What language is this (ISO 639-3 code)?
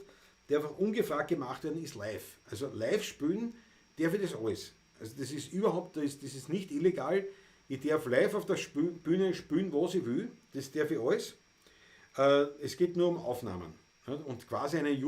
bar